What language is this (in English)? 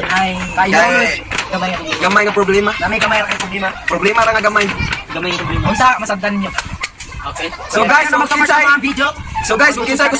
Cebuano